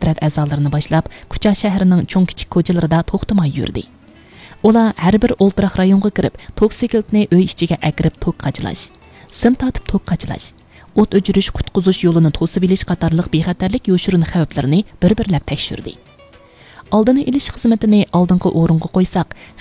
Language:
Uyghur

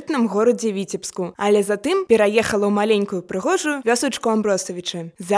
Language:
Belarusian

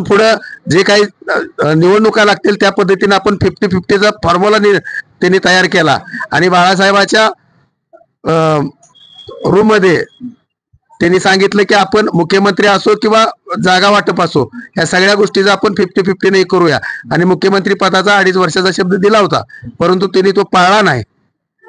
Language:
Marathi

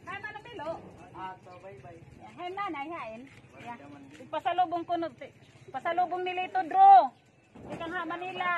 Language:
Waray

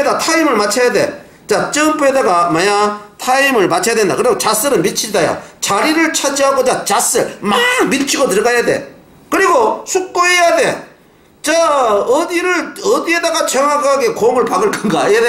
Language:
Korean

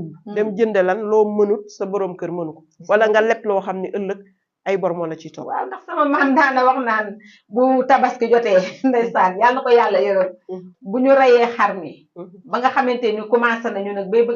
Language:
Wolof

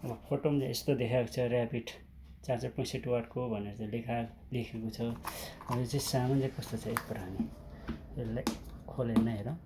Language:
Nepali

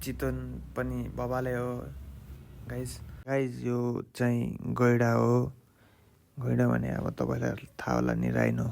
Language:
Nepali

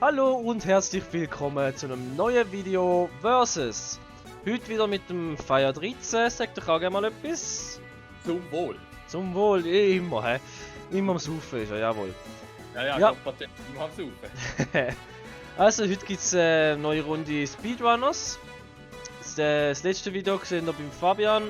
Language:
Swiss German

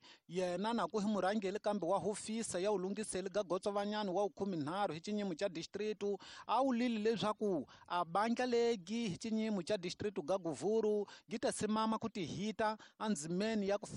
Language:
Tsonga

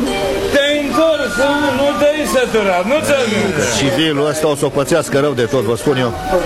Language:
Romanian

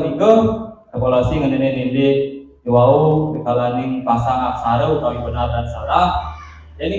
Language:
Balinese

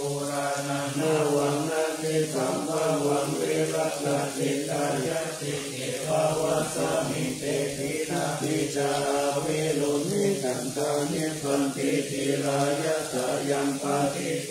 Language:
Pali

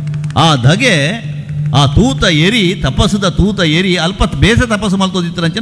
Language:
Tulu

